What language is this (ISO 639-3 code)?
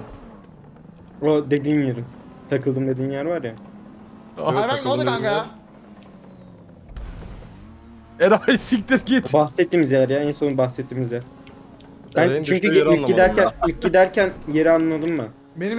tur